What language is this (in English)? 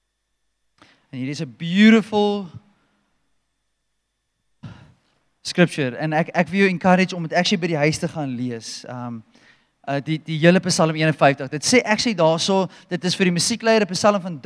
Afrikaans